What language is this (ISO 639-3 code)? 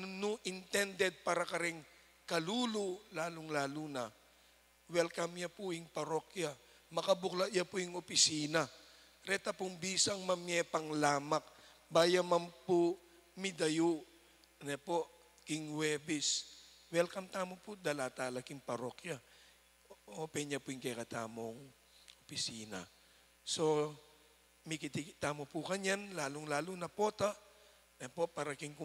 pam